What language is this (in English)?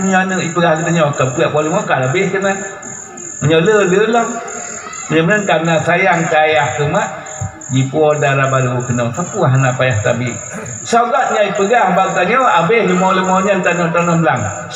Achinese